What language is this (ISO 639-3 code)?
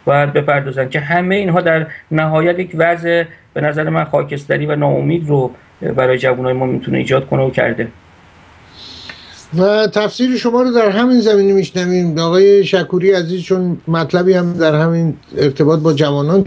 fas